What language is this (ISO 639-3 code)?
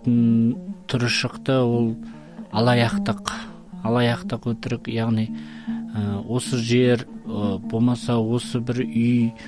kaz